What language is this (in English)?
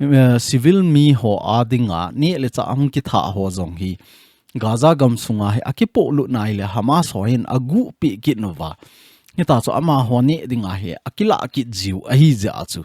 Thado Chin